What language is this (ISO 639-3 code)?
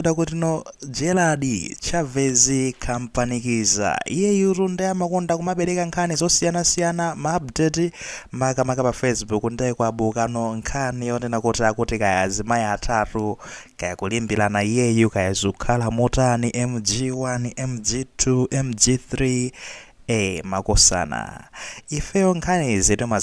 nya